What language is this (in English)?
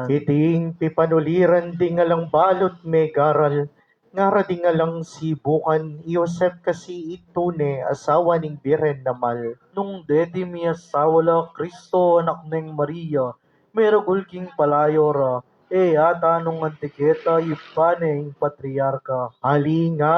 Pampanga